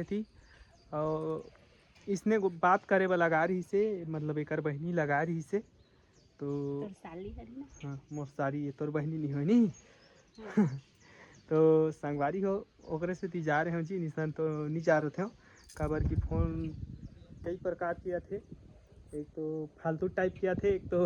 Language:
Chhattisgarhi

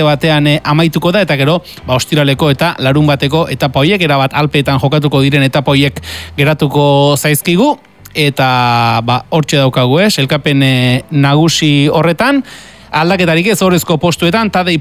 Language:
Basque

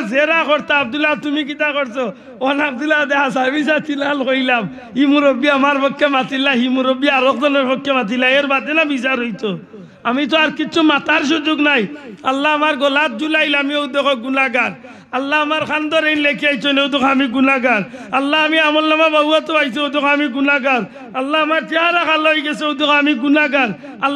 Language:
Sylheti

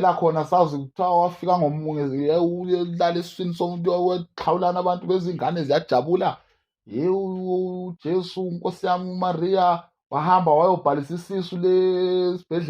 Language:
Zulu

